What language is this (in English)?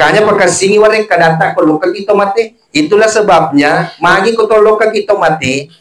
Buginese